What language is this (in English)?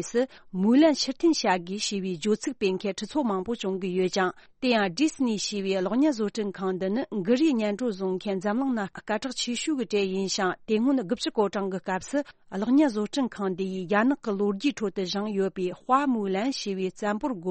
Tibetan